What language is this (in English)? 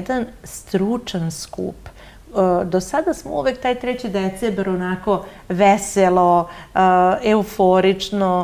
Serbian